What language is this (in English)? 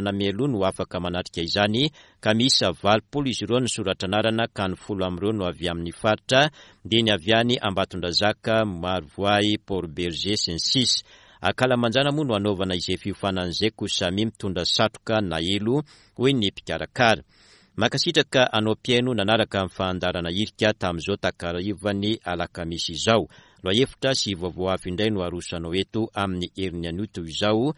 Malagasy